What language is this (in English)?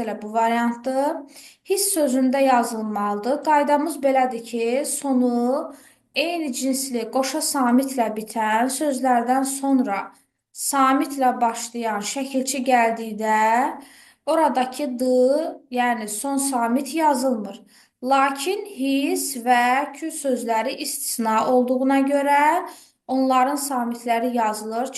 Azerbaijani